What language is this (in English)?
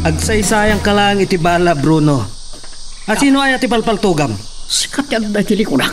Iloko